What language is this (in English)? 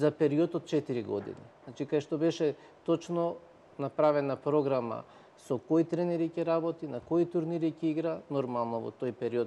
Macedonian